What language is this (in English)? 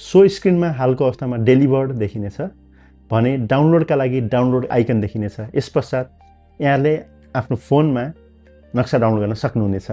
Nepali